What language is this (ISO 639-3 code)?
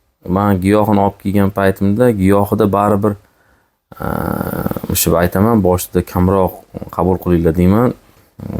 uzb